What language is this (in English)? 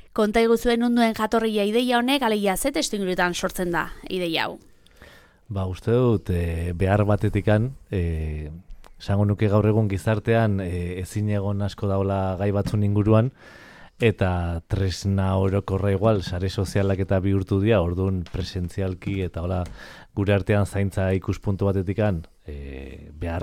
Basque